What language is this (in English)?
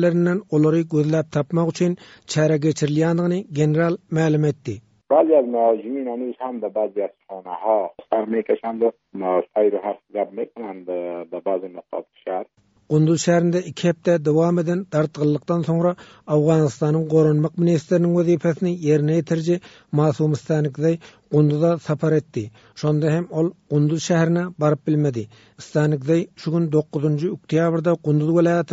Turkmen